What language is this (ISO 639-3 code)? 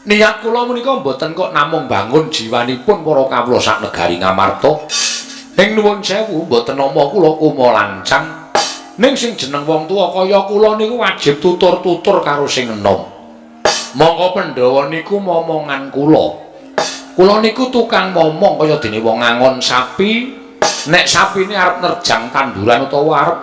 jav